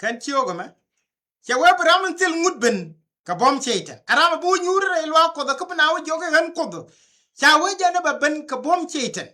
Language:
Nuer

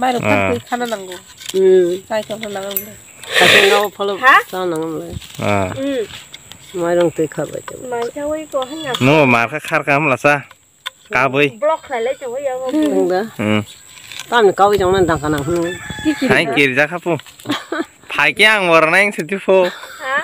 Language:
Kok Borok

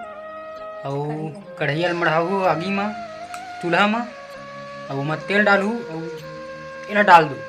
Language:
Chhattisgarhi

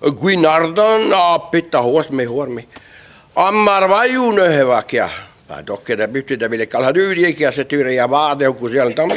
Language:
Breton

